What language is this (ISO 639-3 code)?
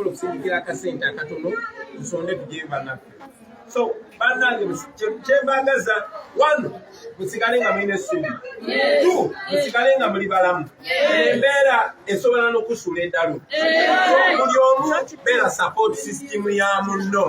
lug